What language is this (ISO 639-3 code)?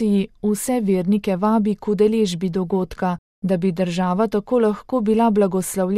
slv